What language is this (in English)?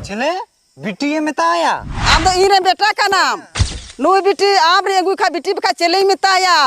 Santali